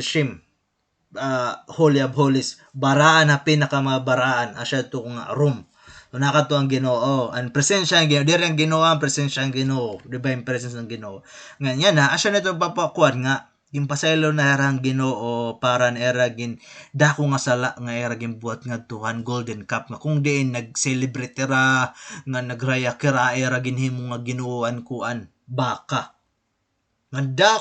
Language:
Waray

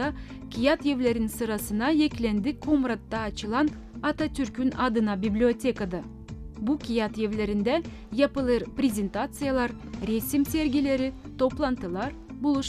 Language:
Gagauz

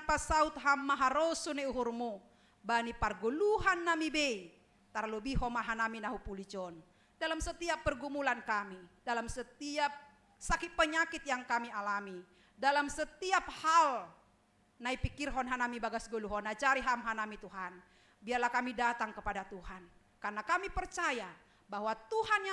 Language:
Batak Simalungun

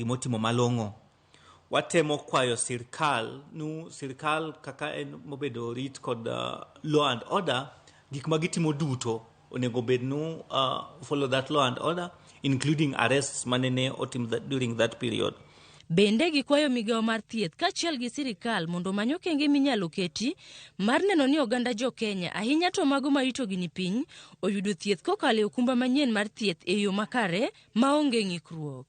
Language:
Luo (Kenya and Tanzania)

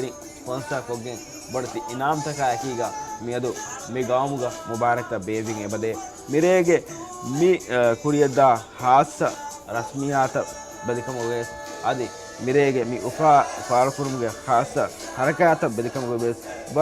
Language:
Divehi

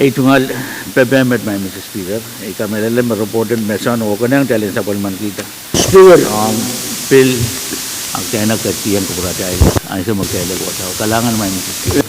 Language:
Pohnpeian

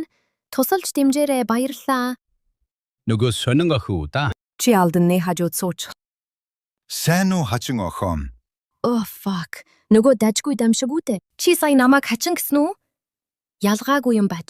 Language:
Mongolian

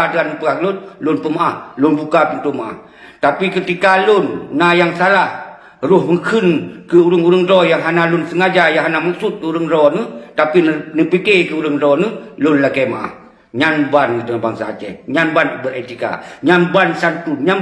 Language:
Achinese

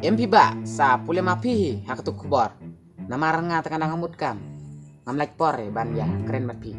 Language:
Khasi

